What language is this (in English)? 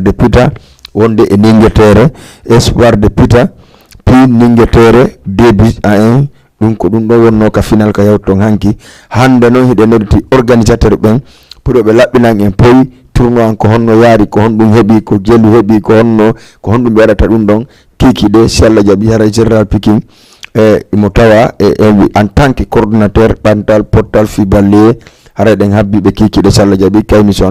Fula